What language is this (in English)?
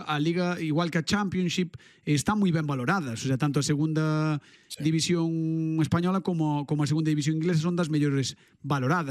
Galician